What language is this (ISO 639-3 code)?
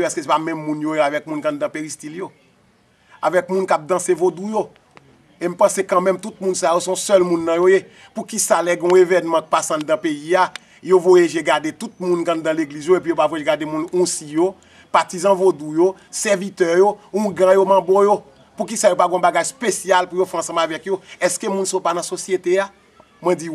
hat